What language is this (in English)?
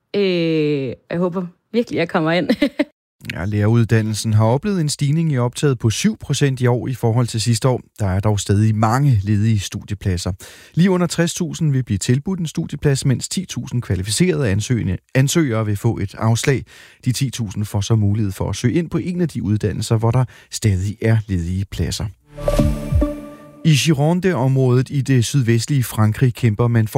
Danish